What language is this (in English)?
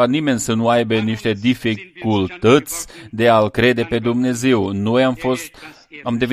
Romanian